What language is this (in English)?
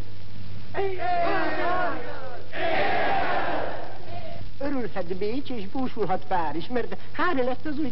Hungarian